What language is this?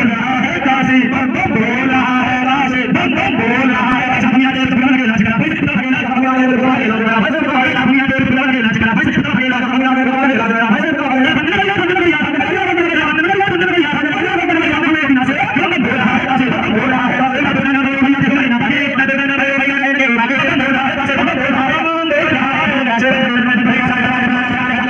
Bhojpuri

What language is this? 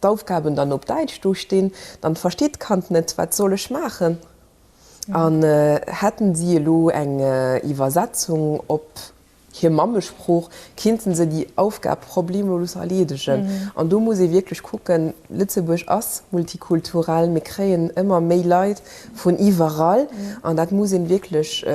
Luxembourgish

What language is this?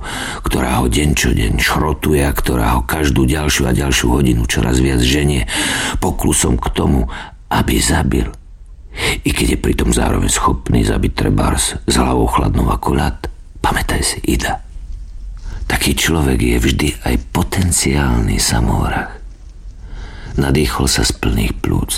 Slovak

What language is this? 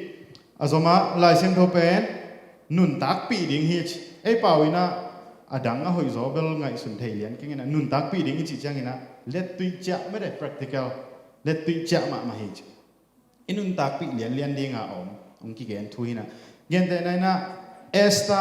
Tedim Chin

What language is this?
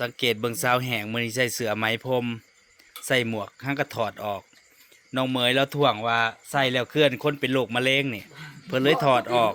Northeastern Thai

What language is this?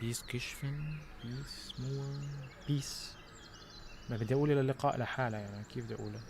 North Levantine Arabic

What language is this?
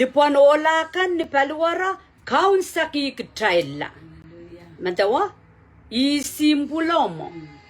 Pohnpeian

